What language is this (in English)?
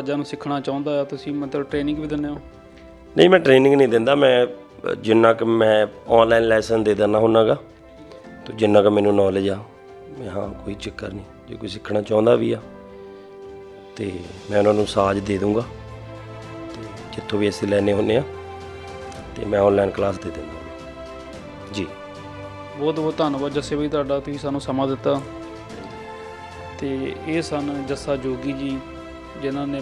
Punjabi